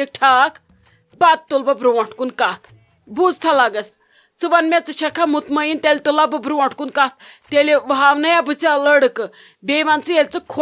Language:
Kashmiri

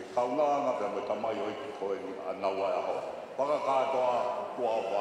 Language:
Tongan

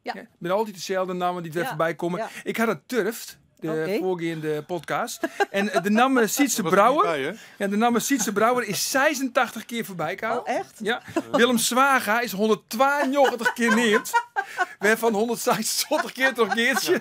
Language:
Western Frisian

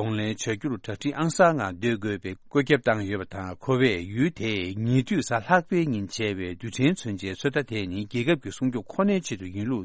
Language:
Tibetan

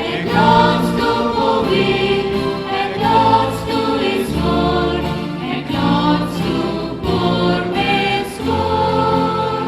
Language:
Konkani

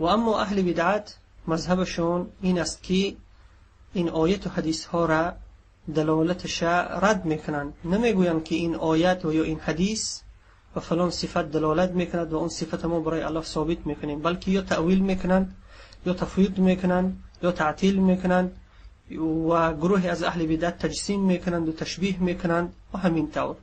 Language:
Tajik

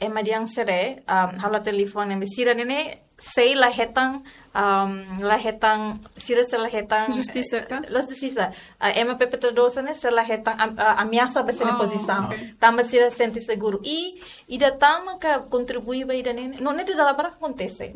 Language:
Tetum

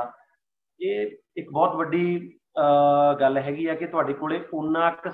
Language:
Punjabi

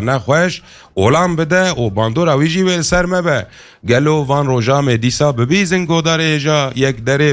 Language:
Kurdish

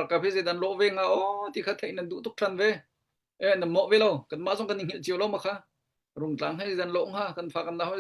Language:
Hakha Chin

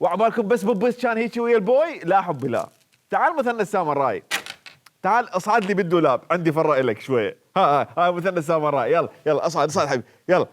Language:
Mesopotamian Arabic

